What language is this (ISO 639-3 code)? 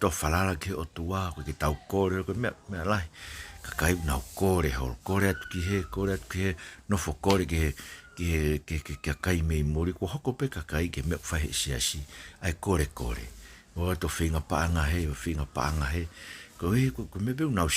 ton